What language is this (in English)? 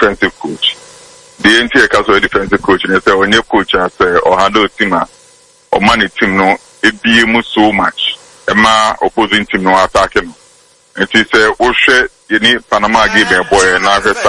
Akan